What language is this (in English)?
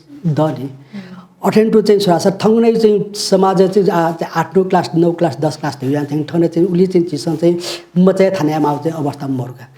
Newari